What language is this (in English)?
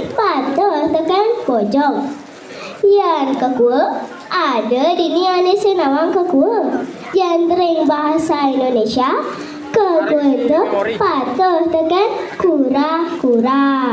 Balinese